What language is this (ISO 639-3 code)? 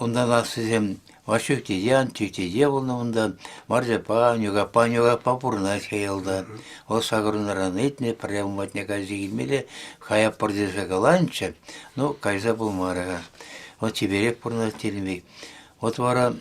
chv